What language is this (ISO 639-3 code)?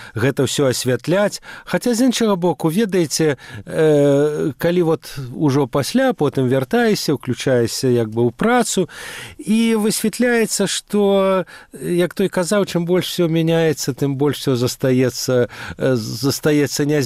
bel